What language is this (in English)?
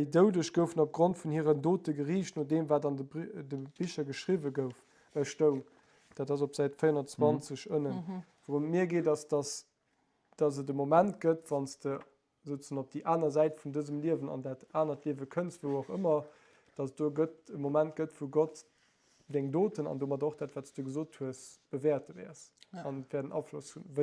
Luxembourgish